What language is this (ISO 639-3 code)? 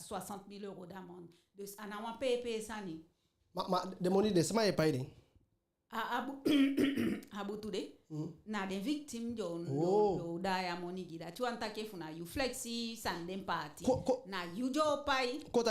djk